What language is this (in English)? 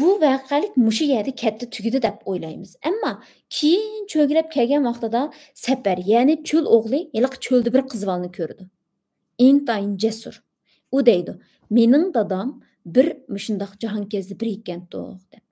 Uyghur